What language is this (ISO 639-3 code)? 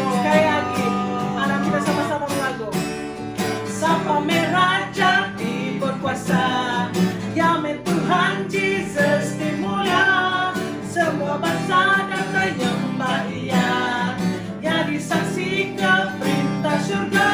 iba